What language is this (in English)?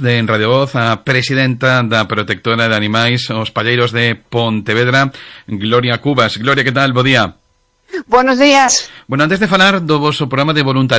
Galician